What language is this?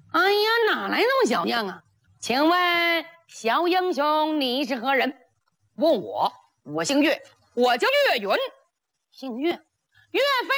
Chinese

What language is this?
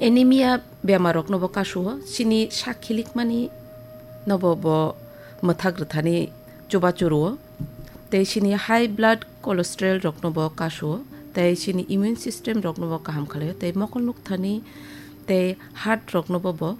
Kok Borok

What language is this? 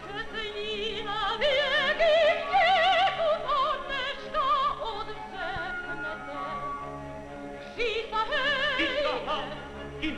Czech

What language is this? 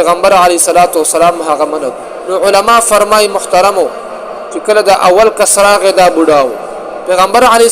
Pashto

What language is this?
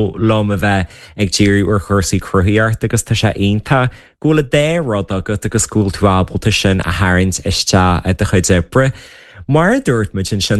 Irish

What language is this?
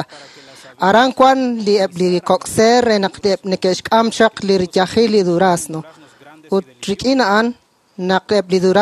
Kekchí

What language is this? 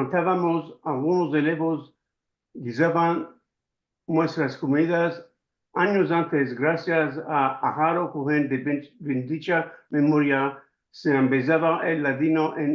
Ladino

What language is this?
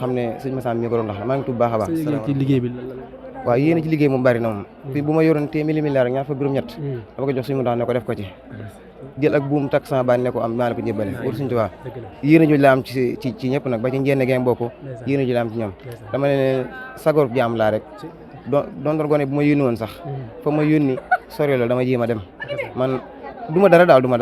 Wolof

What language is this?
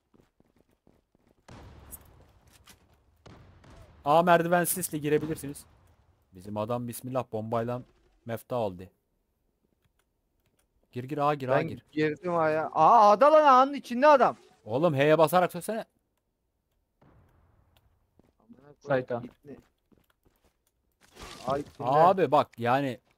Turkish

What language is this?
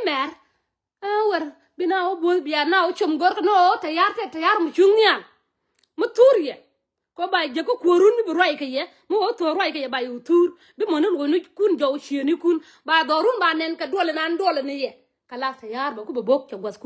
Nuer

